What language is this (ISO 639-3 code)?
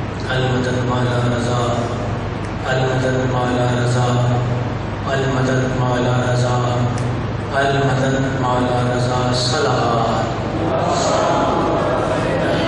urd